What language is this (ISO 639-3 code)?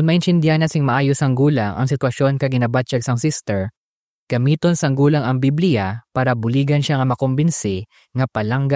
hil